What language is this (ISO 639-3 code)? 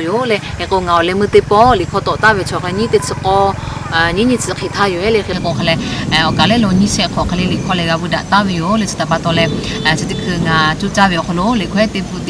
lhu